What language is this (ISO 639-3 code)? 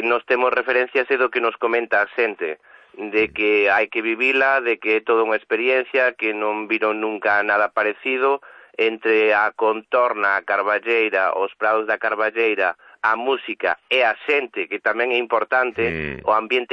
glg